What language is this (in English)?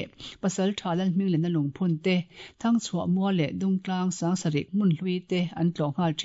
Mizo